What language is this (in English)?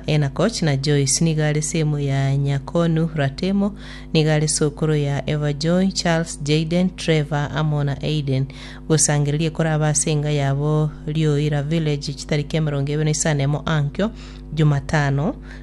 Gusii